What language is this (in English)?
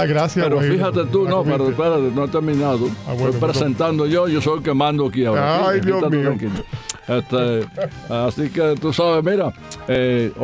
Spanish